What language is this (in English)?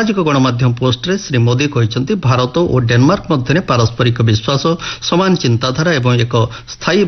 Odia